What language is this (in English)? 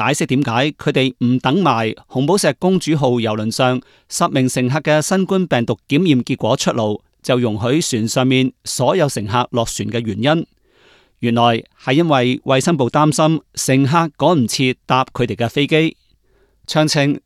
Cantonese